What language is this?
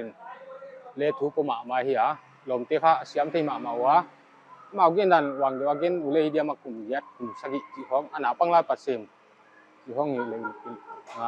Paite Chin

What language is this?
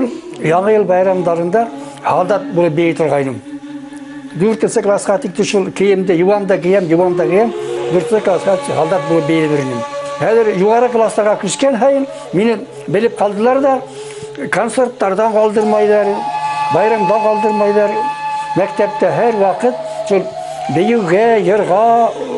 Bashkir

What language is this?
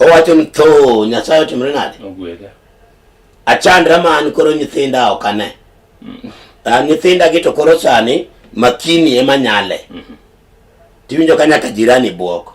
Luo (Kenya and Tanzania)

